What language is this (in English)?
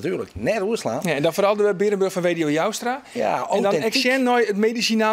Western Frisian